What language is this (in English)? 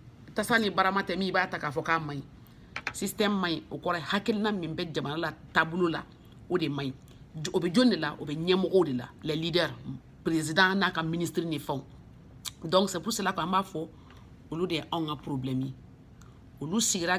Bambara